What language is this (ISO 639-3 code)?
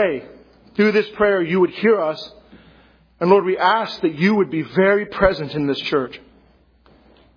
eng